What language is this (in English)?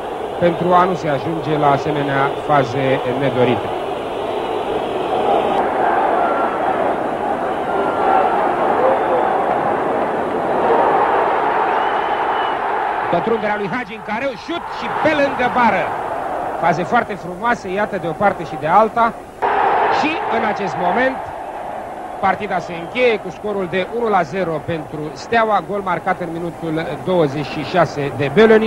Romanian